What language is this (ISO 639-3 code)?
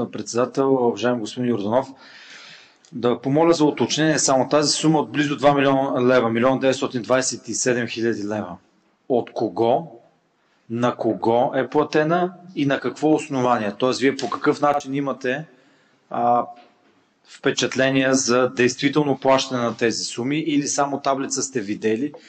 bul